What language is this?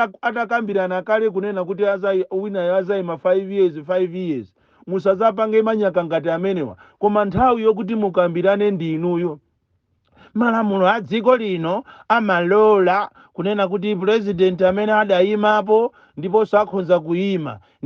Nyanja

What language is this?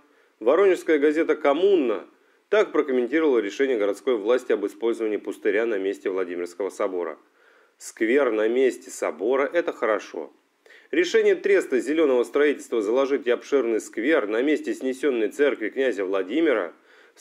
Russian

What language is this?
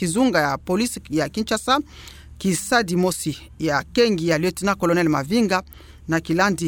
Kituba (Democratic Republic of Congo)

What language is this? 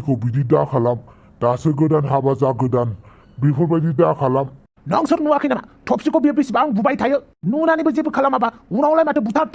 Bodo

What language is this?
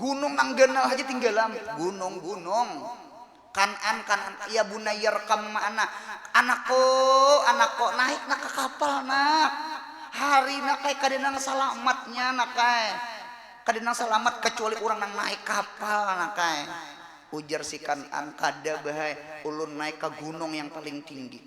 Banjar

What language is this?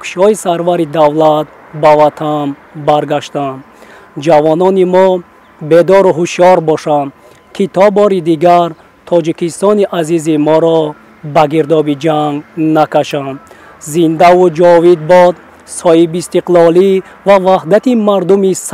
Tajik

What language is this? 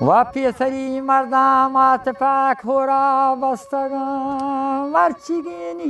Baluchi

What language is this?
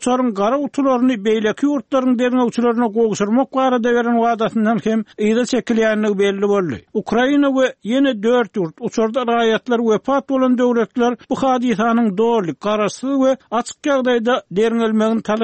Turkmen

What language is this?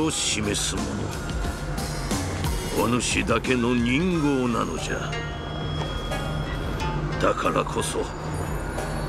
Japanese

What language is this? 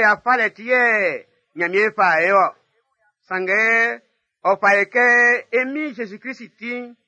Baoulé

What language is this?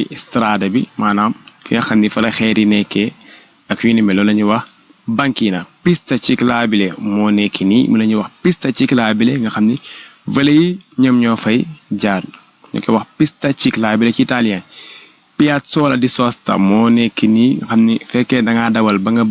Wolof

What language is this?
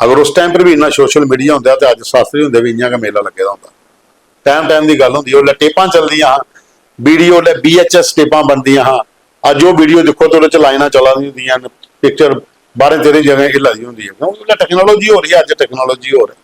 Dogri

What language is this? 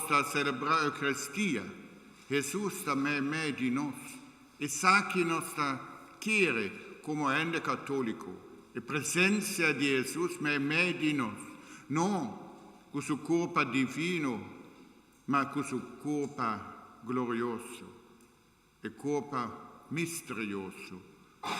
Papiamento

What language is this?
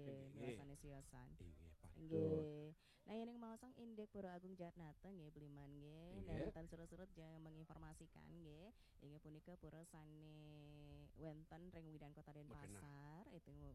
Balinese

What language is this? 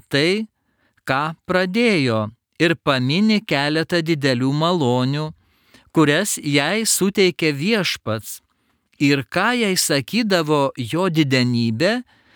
Lithuanian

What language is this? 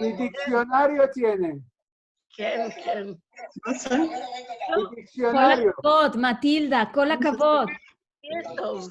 Ladino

